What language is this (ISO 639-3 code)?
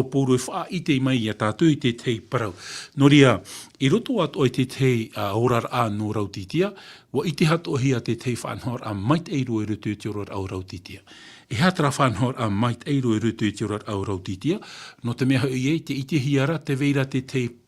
tah